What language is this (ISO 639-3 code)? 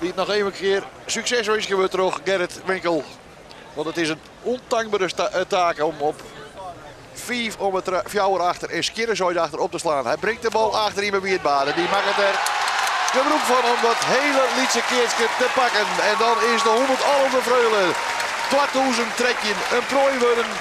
fry